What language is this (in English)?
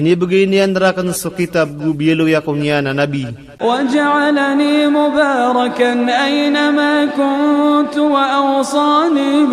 Maranao